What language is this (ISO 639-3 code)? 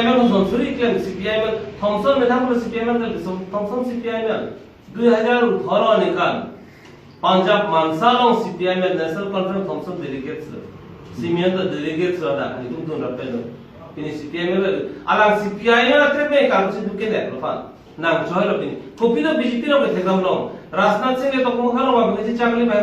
mjw